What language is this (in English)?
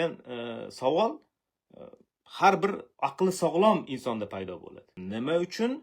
Uzbek